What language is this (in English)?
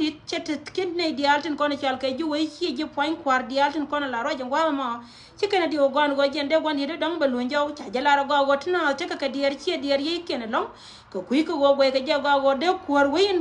Nuer